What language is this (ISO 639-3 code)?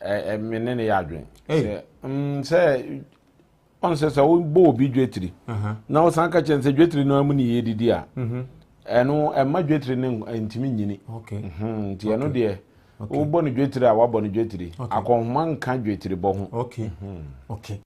aka